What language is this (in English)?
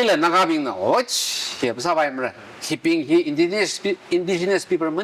Tangkhul Naga (India)